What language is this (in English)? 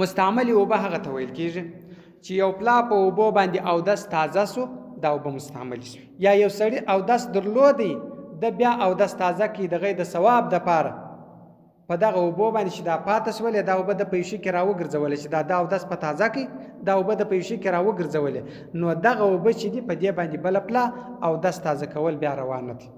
Pashto